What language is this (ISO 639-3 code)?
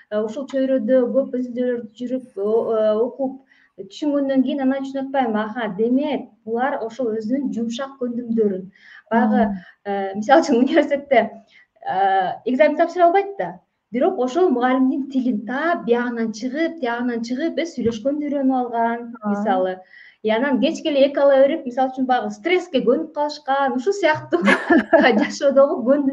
kir